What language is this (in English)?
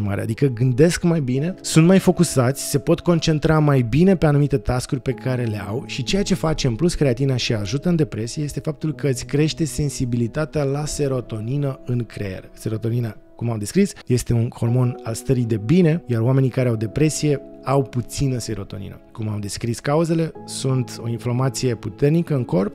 Romanian